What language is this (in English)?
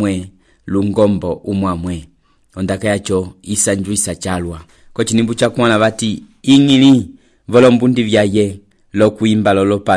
Umbundu